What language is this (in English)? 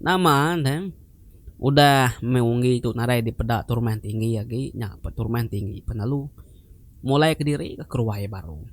Iban